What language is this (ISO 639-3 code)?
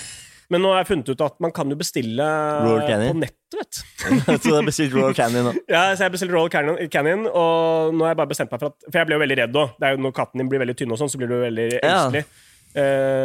nor